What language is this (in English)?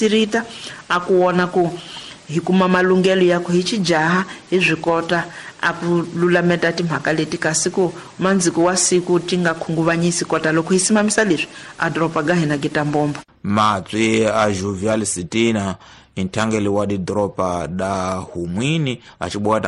Tsonga